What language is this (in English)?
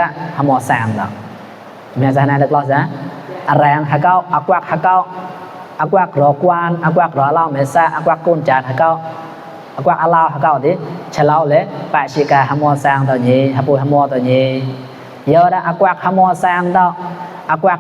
Mon